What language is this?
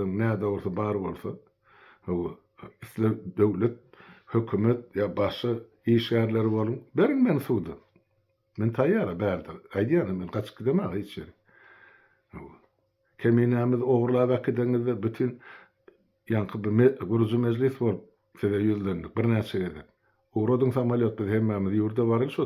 Turkmen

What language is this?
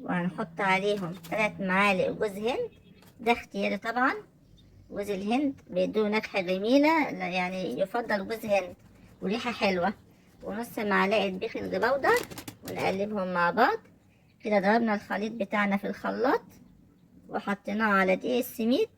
Egyptian Arabic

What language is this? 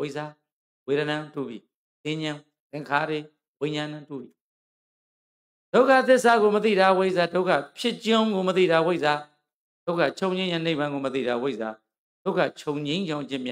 Burmese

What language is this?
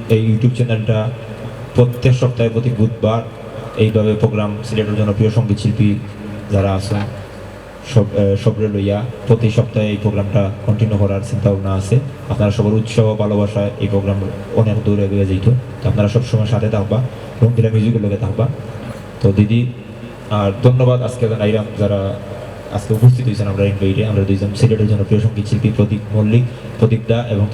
Sylheti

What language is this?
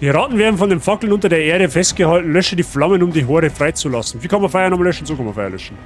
Bavarian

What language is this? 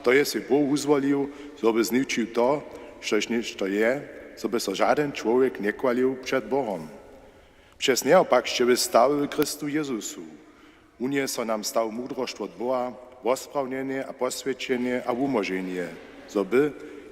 Upper Sorbian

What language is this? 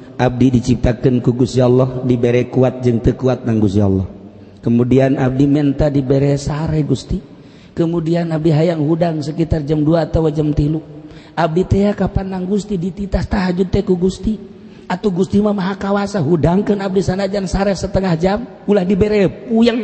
Sundanese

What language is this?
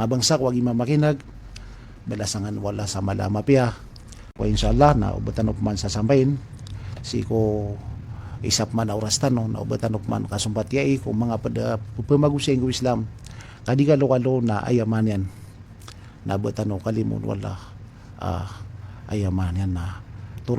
Maranao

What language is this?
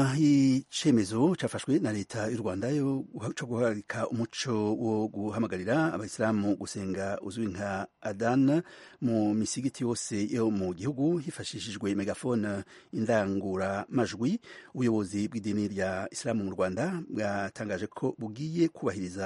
Kinyarwanda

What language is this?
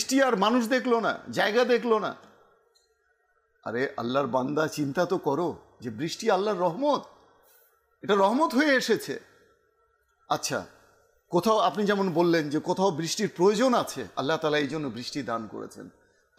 Bangla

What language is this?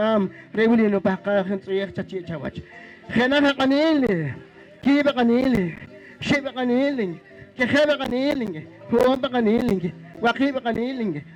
Poqomchi'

